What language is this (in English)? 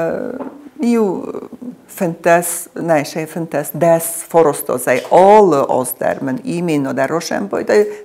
Ossetic